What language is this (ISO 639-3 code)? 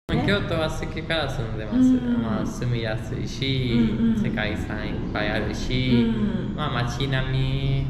jpn